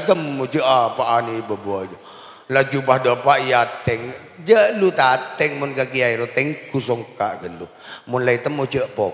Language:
Madurese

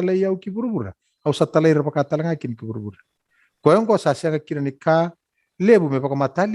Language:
Fijian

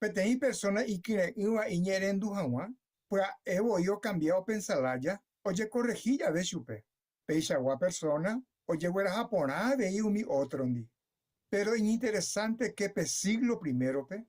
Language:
Guarani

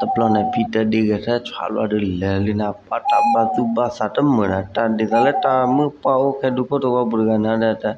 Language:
S'gaw Karen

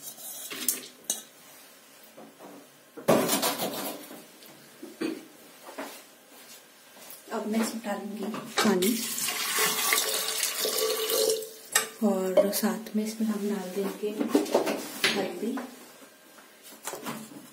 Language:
Hindi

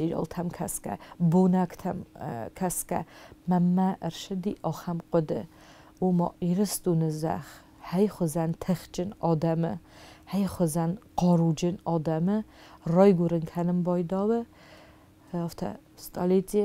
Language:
Ossetic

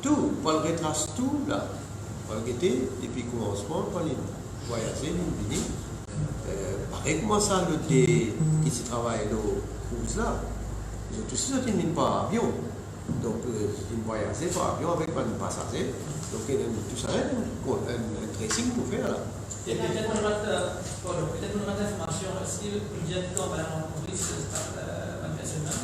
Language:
Morisyen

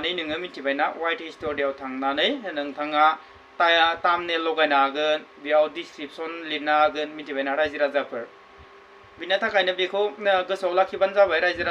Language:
Bodo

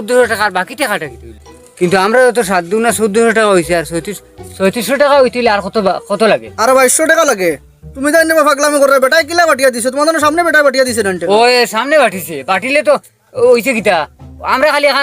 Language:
Sylheti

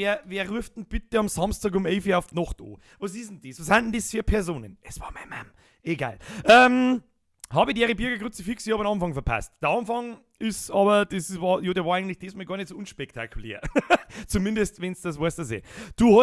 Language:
Bavarian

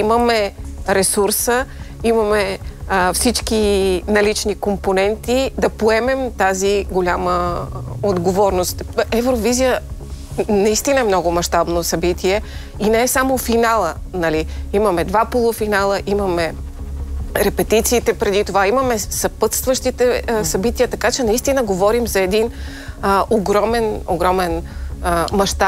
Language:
Bulgarian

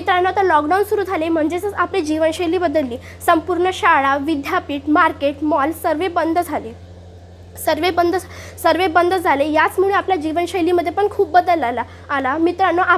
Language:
Marathi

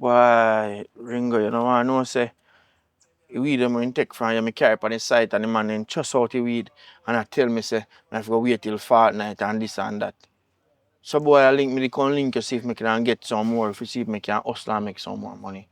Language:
Jamaican Creole English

